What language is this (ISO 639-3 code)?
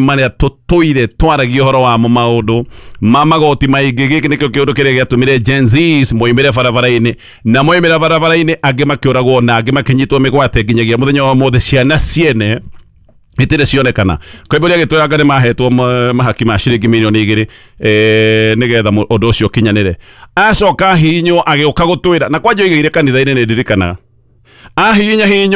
kik